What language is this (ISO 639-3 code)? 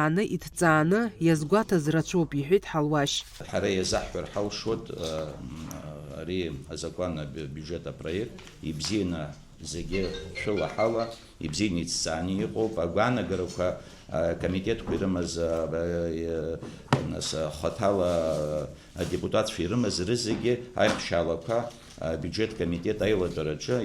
abk